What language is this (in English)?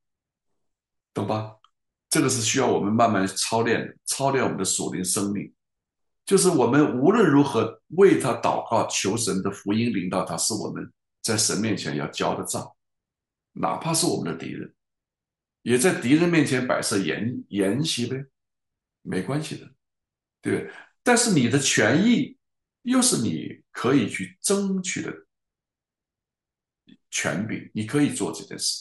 Chinese